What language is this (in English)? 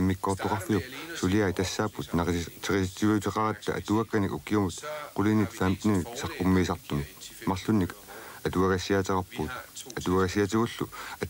Kalaallisut